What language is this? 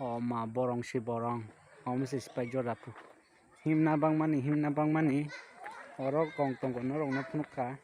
Kok Borok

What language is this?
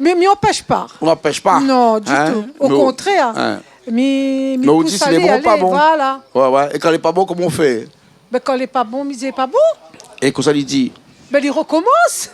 Réunion Creole French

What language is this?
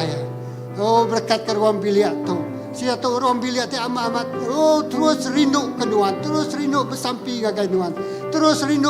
Iban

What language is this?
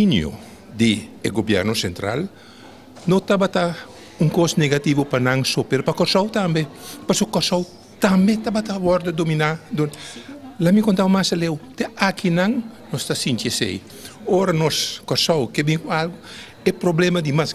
Papiamento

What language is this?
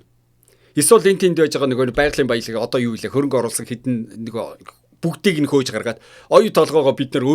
Mongolian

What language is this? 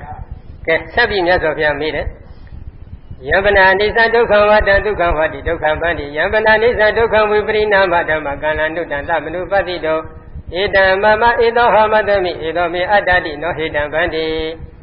Burmese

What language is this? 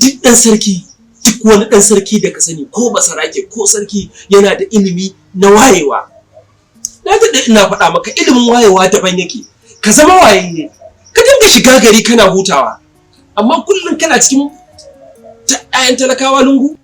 Hausa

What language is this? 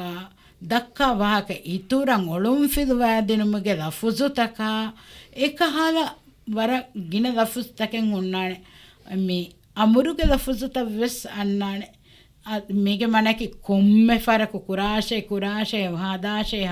Divehi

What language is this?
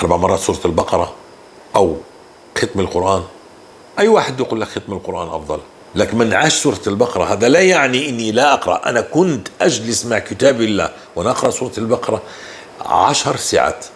North Levantine Arabic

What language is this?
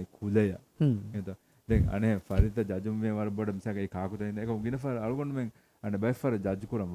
Divehi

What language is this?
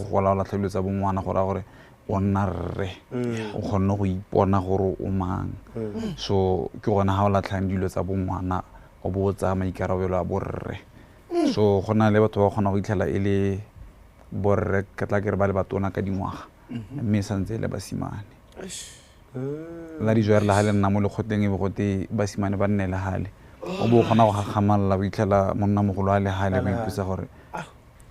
Tswana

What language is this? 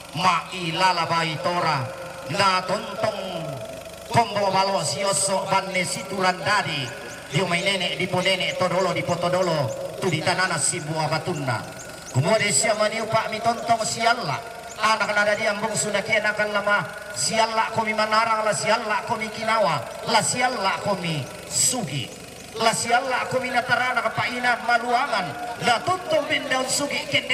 Toraja-Sa'dan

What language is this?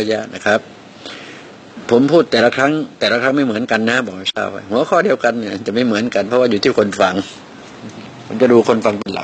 Thai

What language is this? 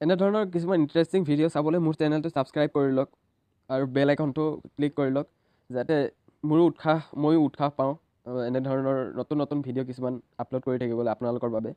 Assamese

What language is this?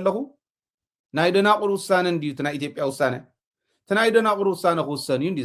Tigrinya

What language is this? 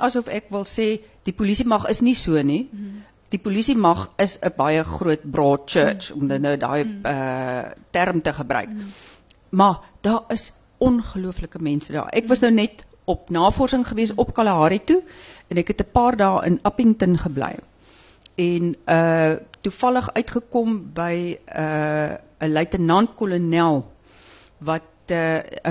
Afrikaans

